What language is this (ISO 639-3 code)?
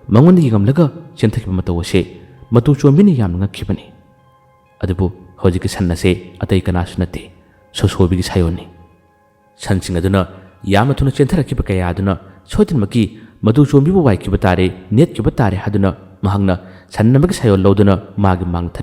mni